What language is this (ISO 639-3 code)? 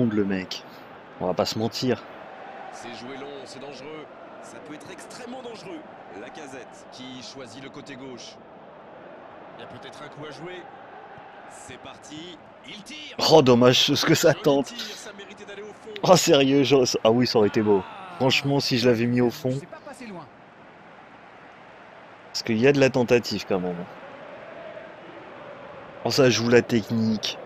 fra